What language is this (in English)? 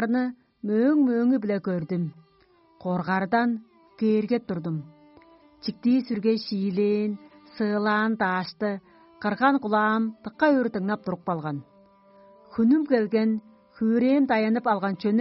Tuvinian